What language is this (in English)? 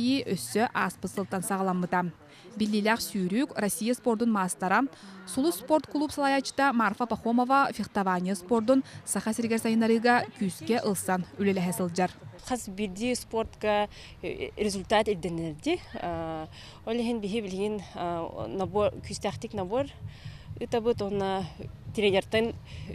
Yakut